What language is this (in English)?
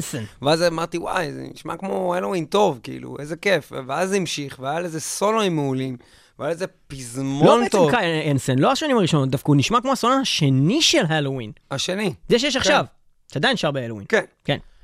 Hebrew